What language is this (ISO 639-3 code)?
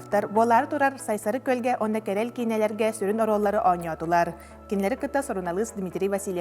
sah